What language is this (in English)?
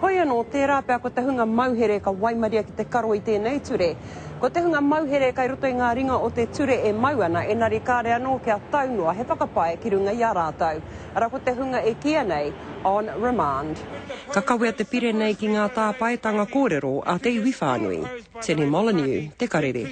Māori